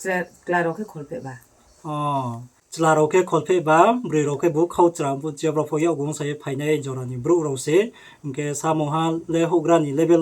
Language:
Riang (India)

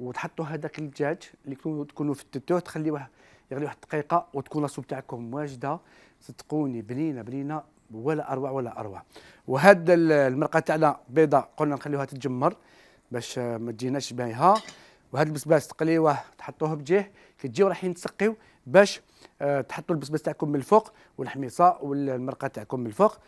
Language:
Algerian Arabic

